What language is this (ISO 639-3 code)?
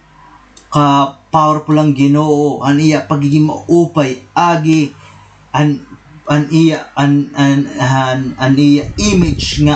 war